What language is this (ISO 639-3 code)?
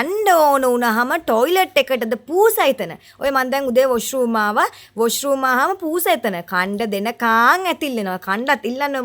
sin